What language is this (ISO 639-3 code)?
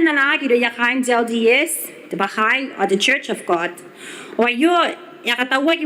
gil